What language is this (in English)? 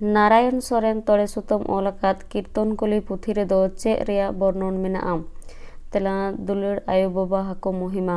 Santali